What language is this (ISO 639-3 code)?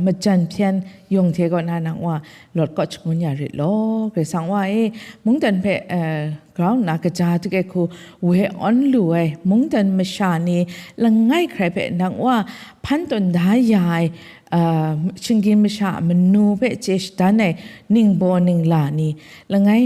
kac